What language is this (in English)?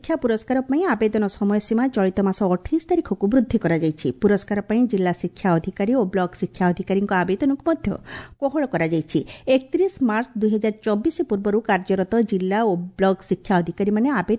Odia